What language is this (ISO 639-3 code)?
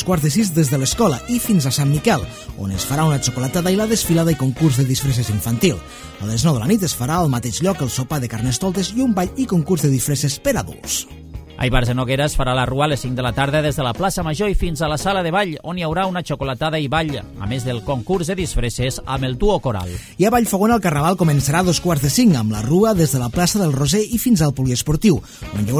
cat